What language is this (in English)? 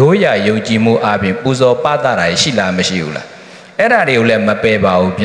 Burmese